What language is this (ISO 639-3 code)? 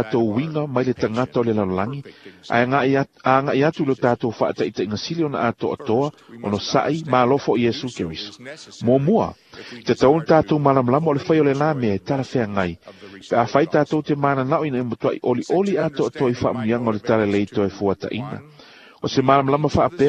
smo